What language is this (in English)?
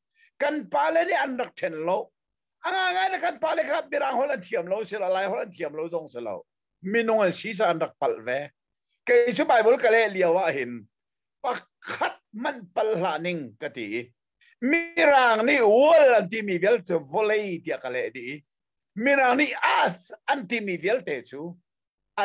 Hakha Chin